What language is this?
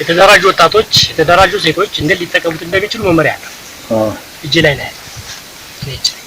Amharic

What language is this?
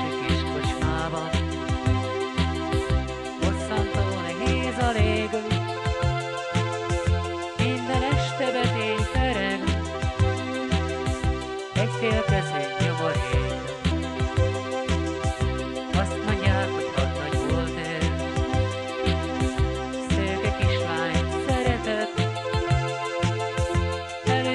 Hungarian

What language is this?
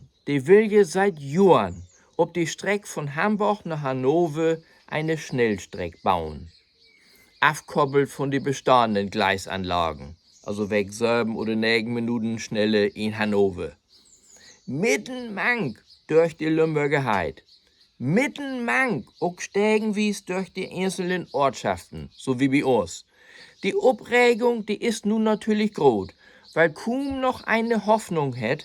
Low German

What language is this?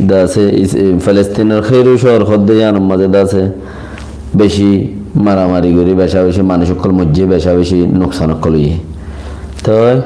Rohingya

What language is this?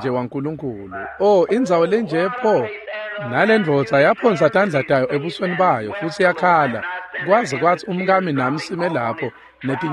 Swati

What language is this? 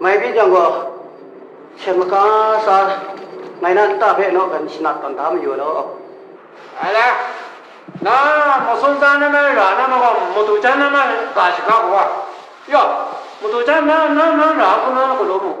Kachin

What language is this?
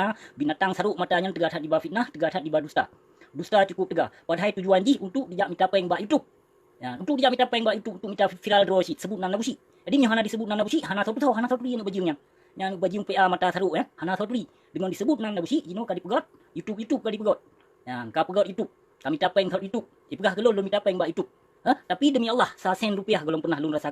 Achinese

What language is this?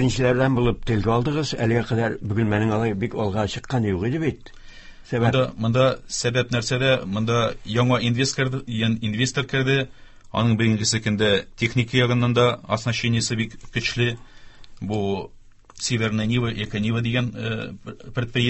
Tatar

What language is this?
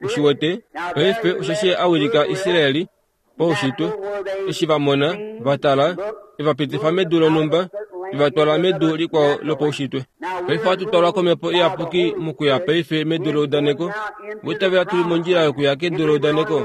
Kuanyama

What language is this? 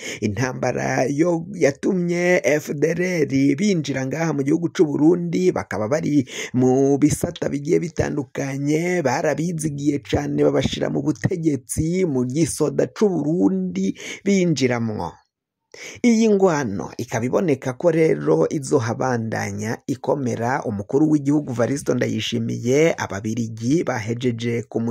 Rundi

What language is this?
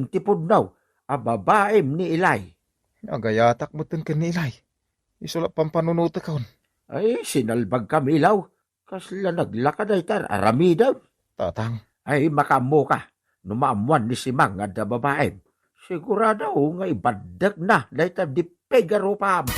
Iloko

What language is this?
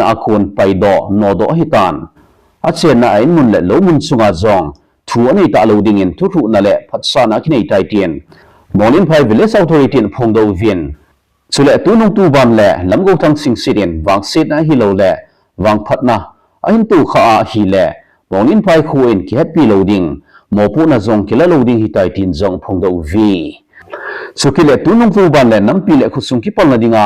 Thado Chin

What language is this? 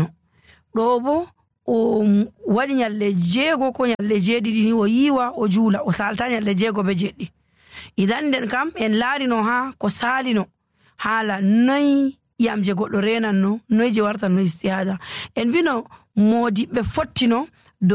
Nigerian Fulfulde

